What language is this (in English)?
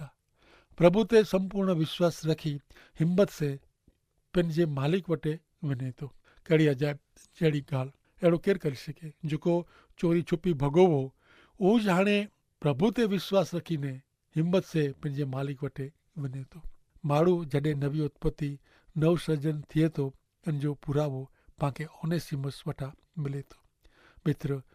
Kachhi